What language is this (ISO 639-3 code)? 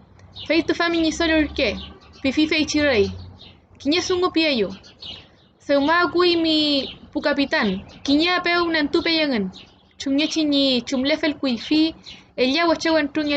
arn